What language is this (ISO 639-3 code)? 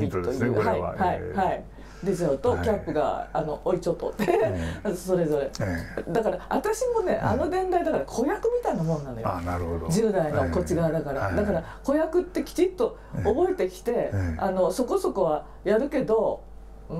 jpn